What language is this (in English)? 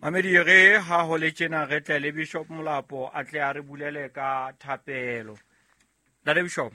Southern Sotho